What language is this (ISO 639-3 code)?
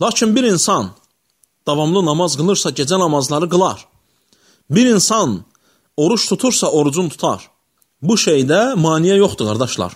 aze